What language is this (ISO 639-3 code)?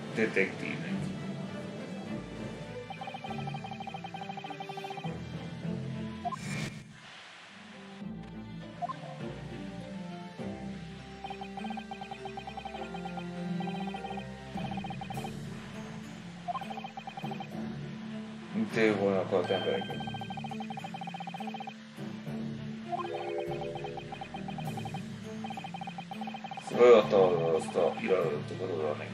hun